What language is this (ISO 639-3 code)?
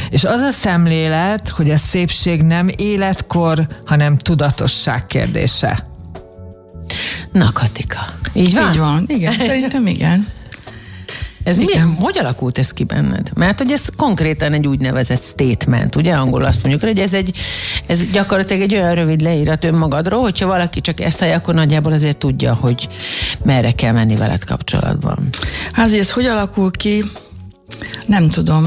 hun